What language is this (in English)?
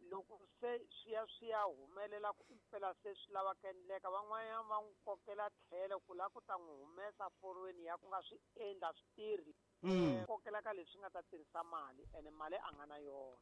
Tsonga